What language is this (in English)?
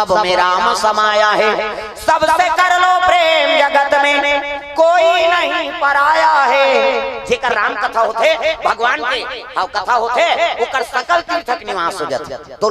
Chhattisgarhi